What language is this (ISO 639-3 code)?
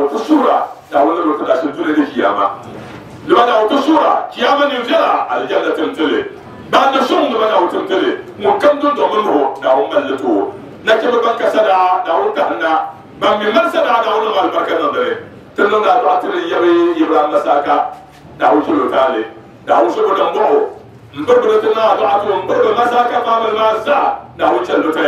dag